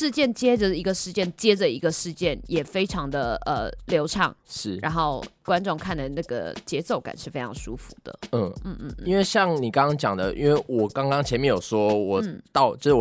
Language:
Chinese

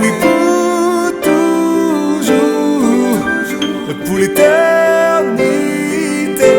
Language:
Réunion Creole French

